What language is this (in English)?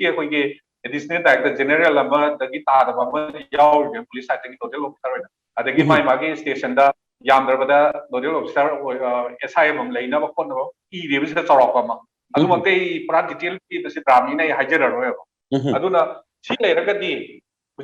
Manipuri